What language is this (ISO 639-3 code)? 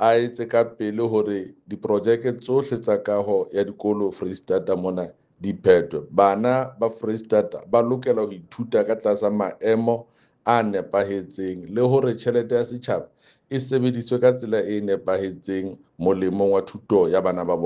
sot